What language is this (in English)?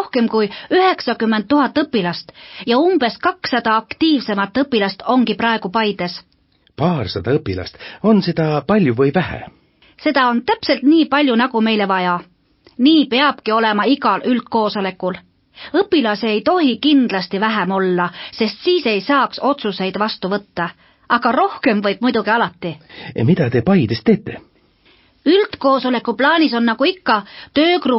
Estonian